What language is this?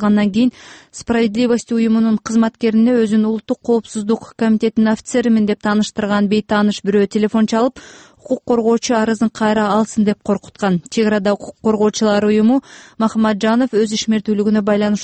Kyrgyz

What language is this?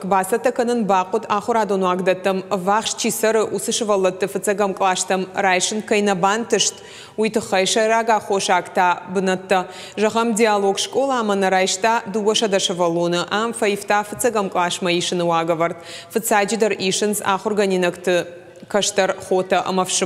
Ossetic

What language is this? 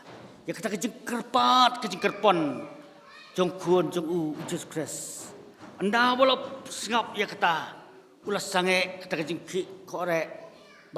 Khasi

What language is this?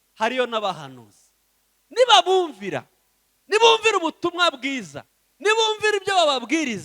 Kinyarwanda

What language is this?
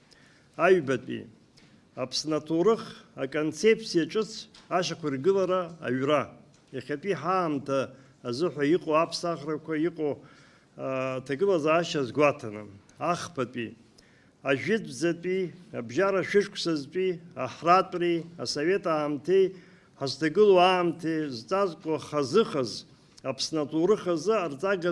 Abkhazian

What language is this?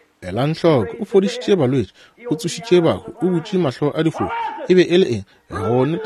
Northern Sotho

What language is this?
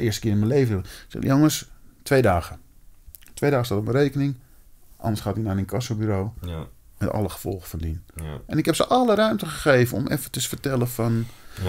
Dutch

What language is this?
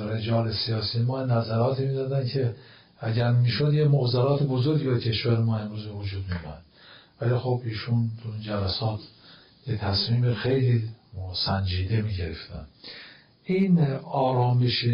Persian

